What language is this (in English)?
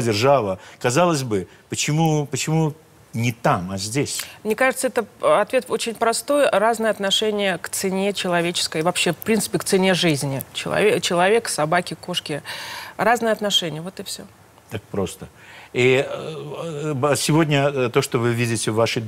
Russian